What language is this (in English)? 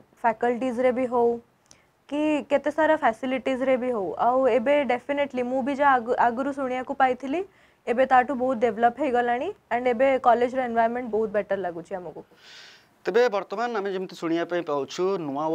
Odia